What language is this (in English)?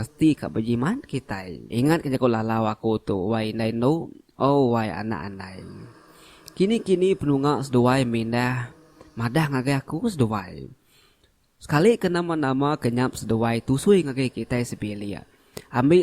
Iban